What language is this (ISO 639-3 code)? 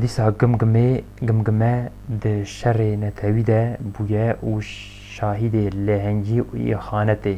kur